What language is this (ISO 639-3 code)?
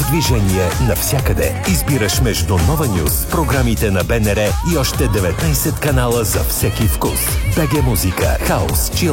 bul